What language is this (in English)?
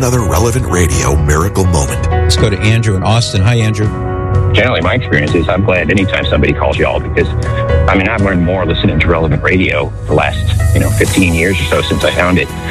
English